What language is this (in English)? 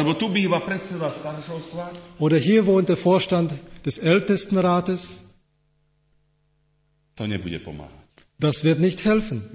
Slovak